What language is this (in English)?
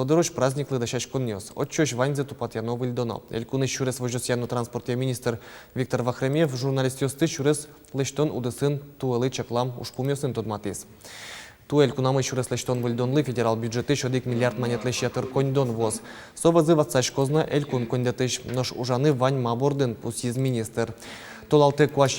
Udmurt